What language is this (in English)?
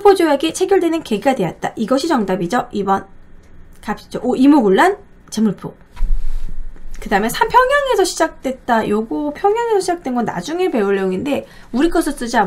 Korean